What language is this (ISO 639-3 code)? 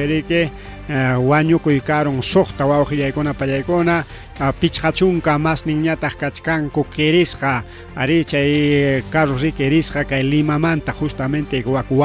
quy